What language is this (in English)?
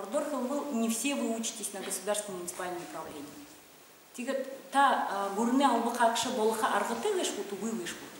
Buriat